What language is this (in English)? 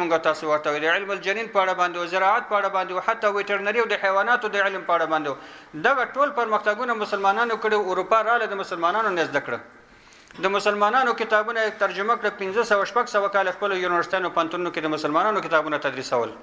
Pashto